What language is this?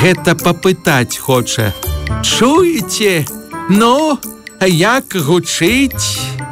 Belarusian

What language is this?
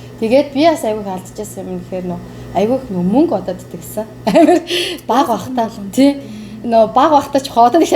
Mongolian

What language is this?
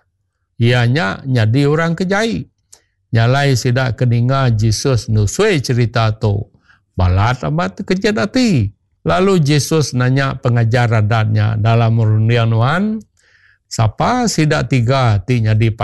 Iban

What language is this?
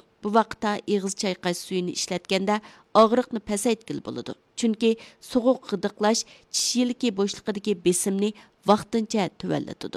Uyghur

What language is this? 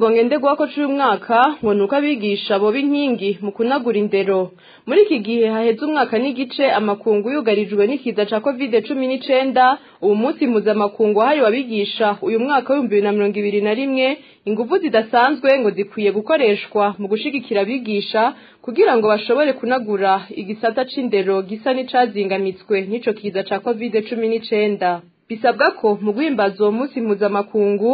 Rundi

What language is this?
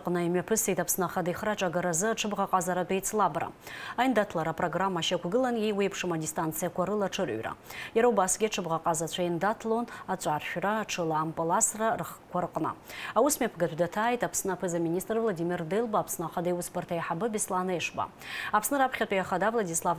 Abkhazian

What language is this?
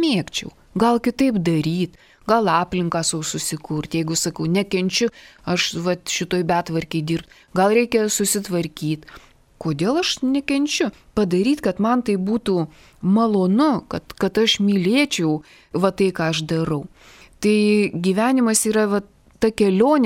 Lithuanian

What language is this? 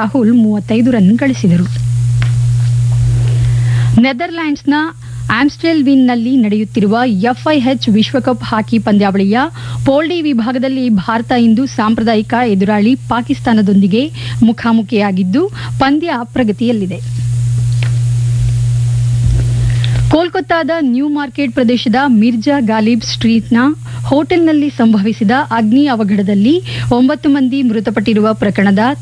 Kannada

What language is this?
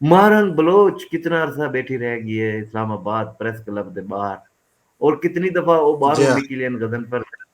Saraiki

